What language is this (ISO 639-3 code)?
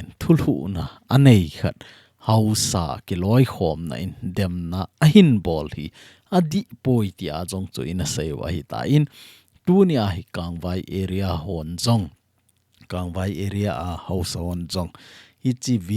tcz